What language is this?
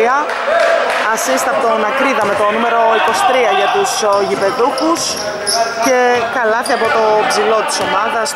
Greek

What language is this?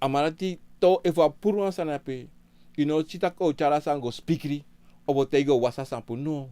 Sranan Tongo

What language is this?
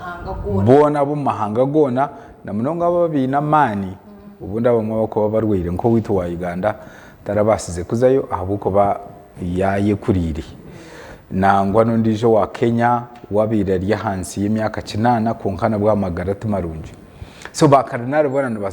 Nyankole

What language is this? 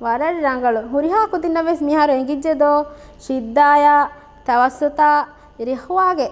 Divehi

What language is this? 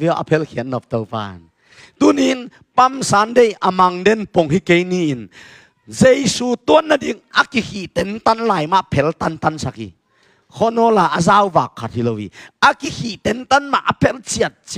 Tedim Chin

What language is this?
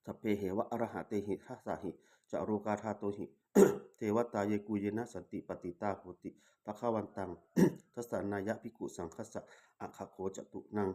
Pali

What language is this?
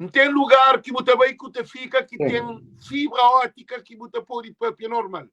Kabuverdianu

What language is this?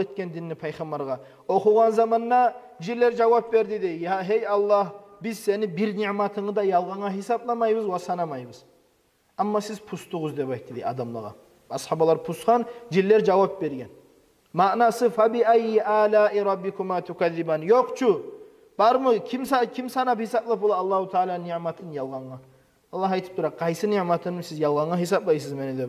Kumyk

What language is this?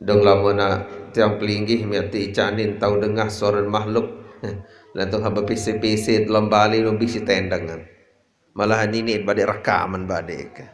Sasak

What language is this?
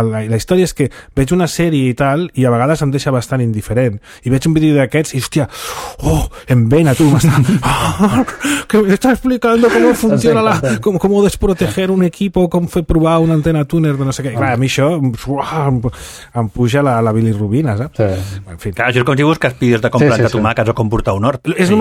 Catalan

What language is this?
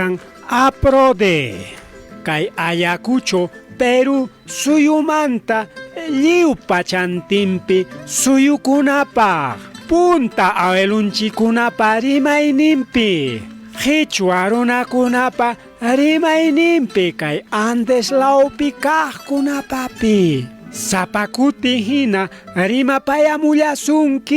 Ayacucho Quechua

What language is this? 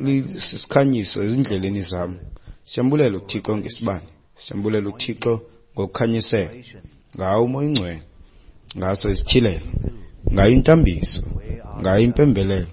Xhosa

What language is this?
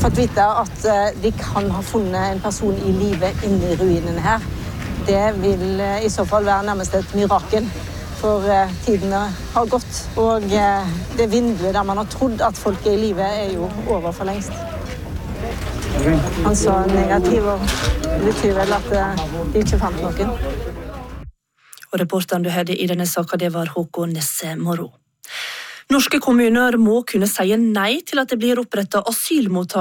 Norwegian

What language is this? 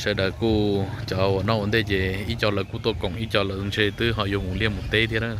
Hmong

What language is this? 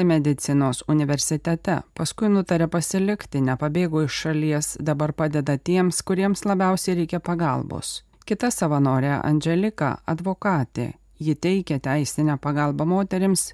Lithuanian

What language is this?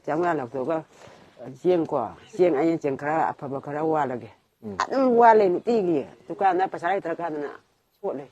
Manipuri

